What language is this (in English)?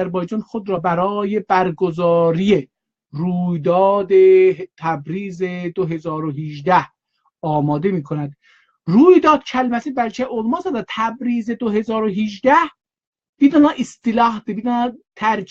South Azerbaijani